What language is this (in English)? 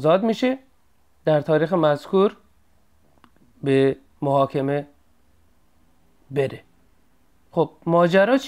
Persian